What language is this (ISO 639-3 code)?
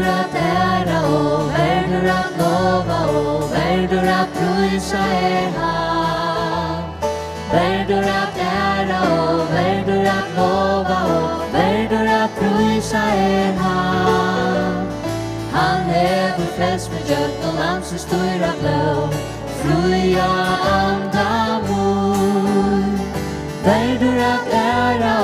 fao